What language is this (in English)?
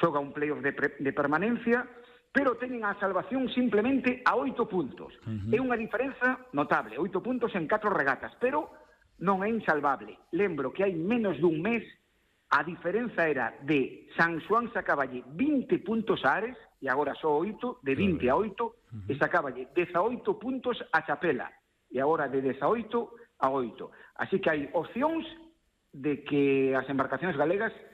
Galician